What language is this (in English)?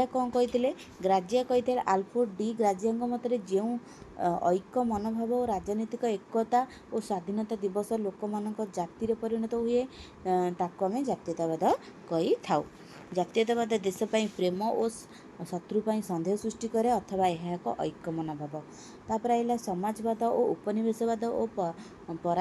Odia